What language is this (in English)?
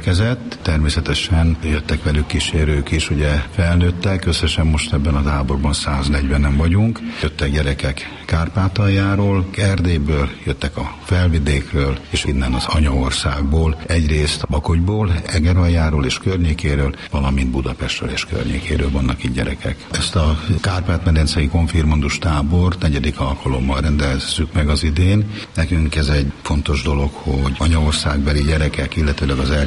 Hungarian